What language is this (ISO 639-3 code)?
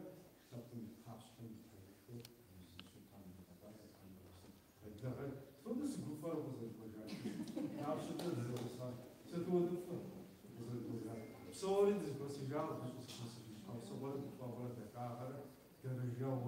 kbd